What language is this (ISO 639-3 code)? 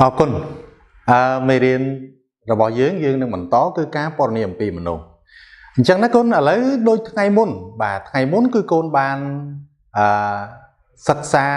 khm